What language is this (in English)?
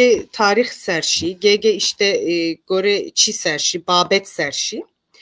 Zaza